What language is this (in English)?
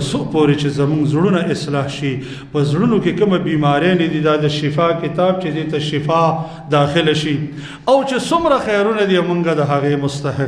Pashto